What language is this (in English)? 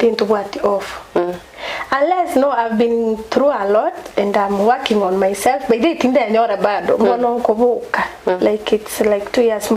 Gusii